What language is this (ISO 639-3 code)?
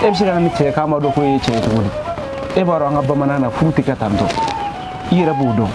bam